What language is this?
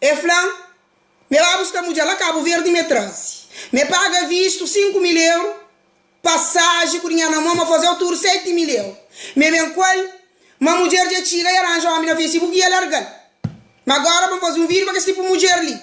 Kabuverdianu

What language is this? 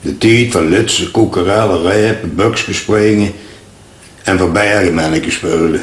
Limburgish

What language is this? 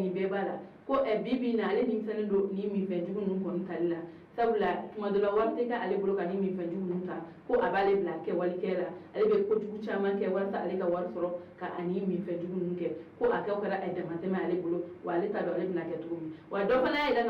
Bambara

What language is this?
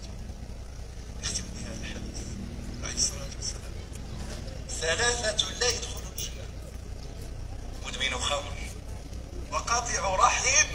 Moroccan Arabic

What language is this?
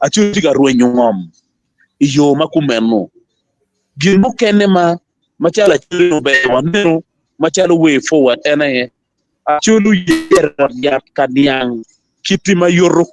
Acoli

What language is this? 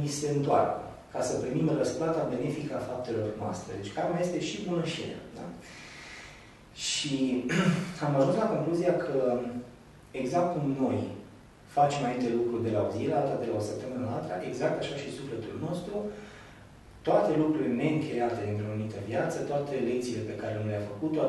Romanian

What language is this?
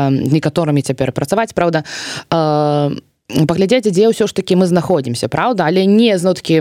Belarusian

